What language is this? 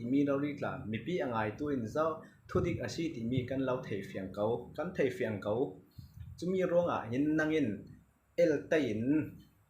Falam Chin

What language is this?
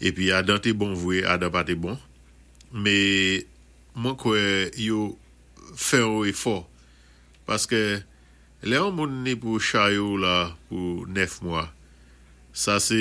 Saint Lucian Creole French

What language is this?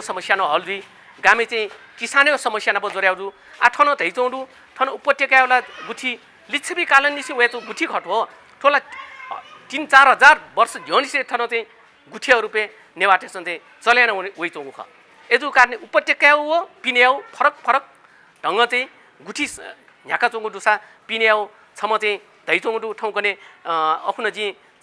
Newari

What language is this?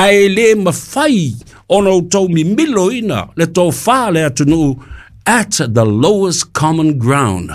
Samoan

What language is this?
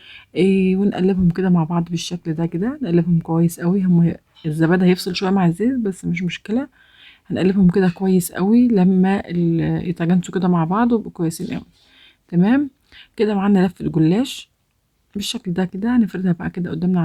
Egyptian Arabic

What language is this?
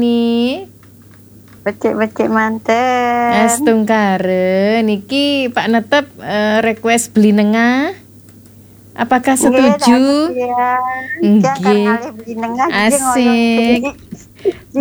Balinese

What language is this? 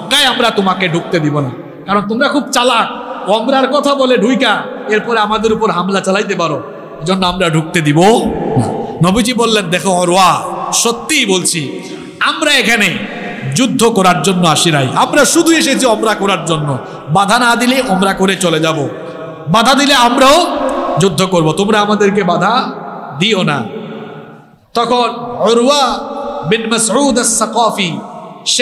Bangla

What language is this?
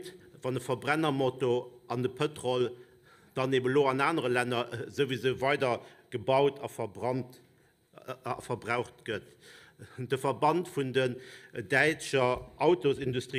Luxembourgish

